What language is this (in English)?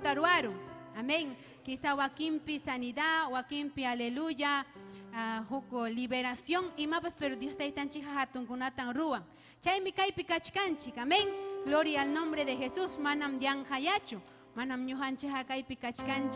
Ayacucho Quechua